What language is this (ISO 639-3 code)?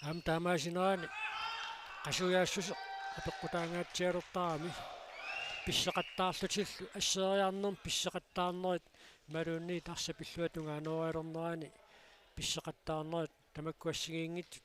kal